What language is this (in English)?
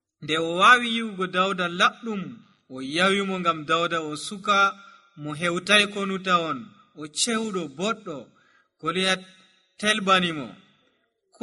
Nigerian Fulfulde